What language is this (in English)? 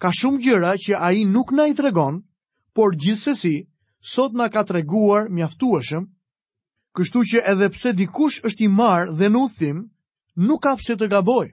Albanian